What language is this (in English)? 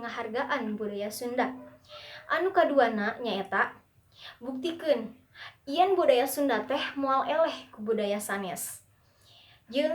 Sundanese